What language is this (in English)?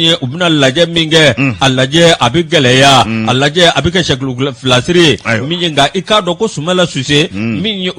Bambara